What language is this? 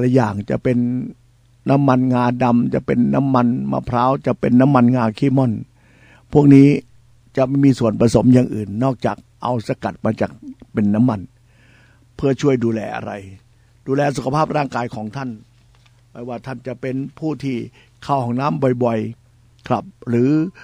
Thai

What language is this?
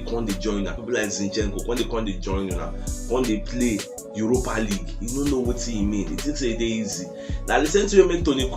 Nigerian Pidgin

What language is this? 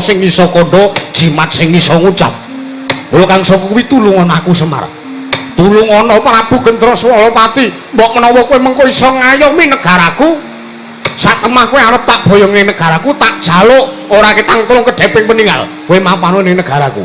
Javanese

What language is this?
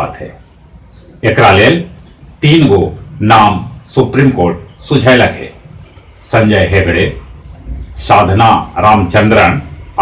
Magahi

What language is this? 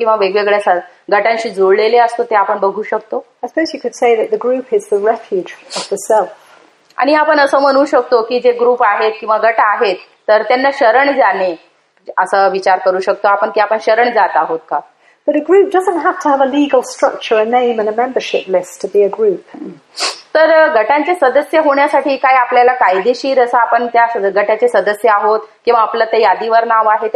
Marathi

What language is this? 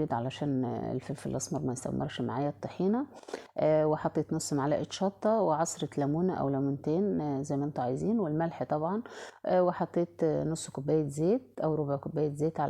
Egyptian Arabic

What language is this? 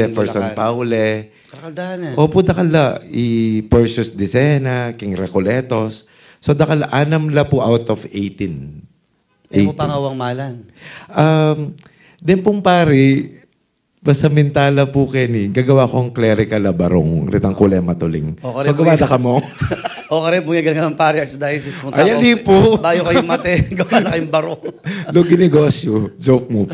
Pampanga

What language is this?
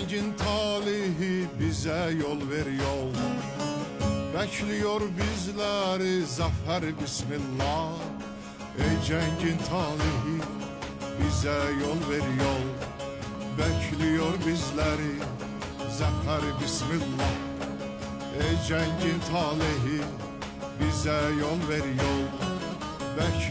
Turkish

